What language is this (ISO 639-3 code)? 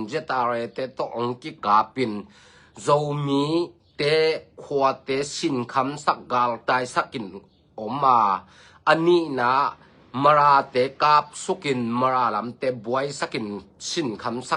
ctd